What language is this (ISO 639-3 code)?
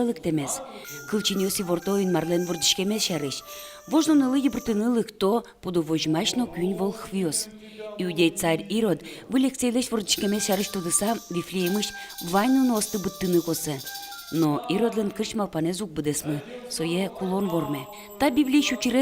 udm